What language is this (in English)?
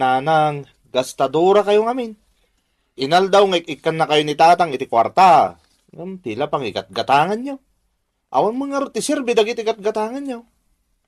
Iloko